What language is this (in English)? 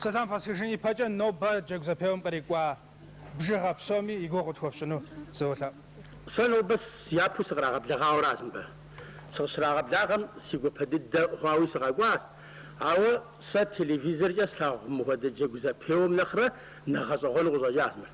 Kabardian